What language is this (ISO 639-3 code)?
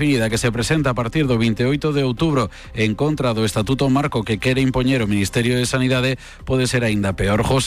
glg